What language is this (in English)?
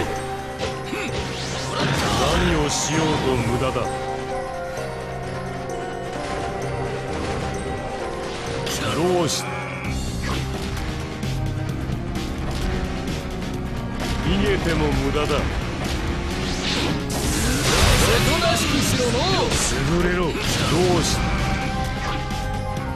Japanese